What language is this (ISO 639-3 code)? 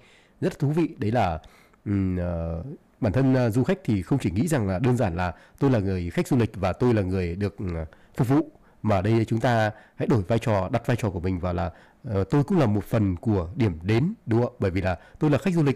vie